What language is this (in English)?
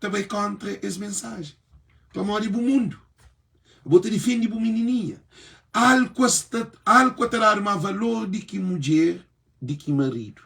Kabuverdianu